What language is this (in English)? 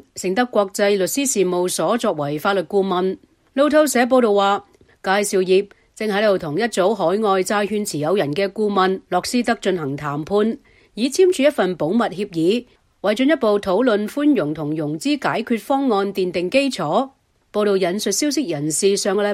Cantonese